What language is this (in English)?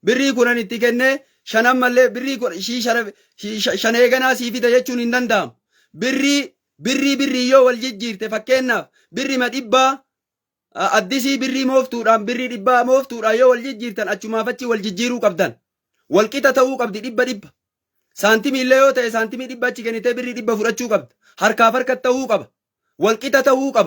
Oromo